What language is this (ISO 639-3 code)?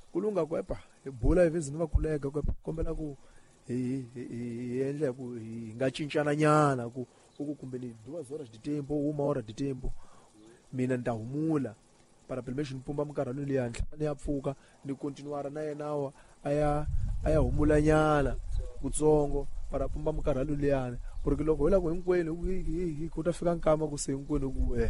tso